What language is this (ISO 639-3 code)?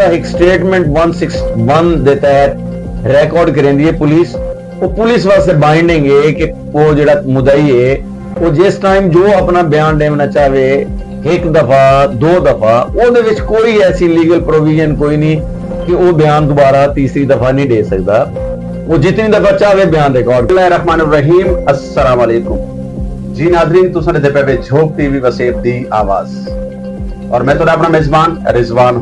skr